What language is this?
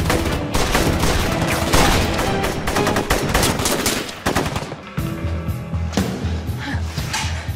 Turkish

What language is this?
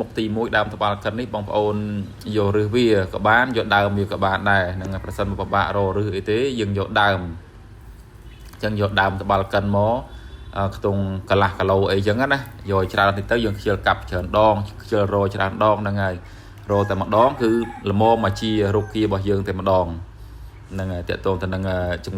Khmer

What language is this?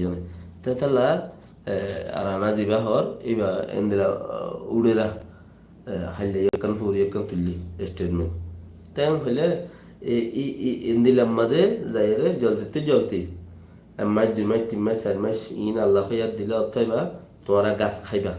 Rohingya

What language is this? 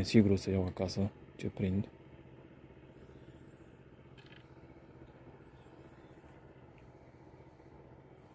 Romanian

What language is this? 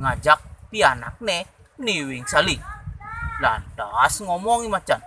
Balinese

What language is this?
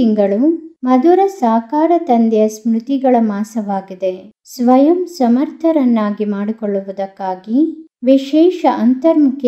Kannada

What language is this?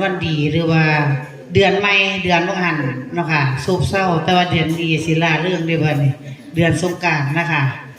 Northeastern Thai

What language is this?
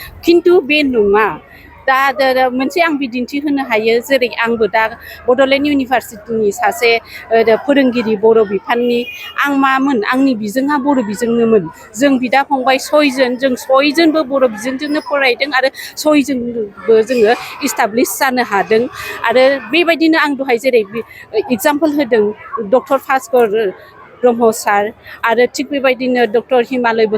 Bodo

